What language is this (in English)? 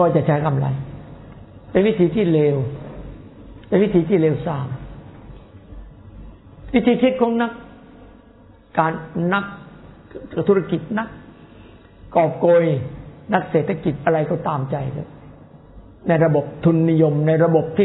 Thai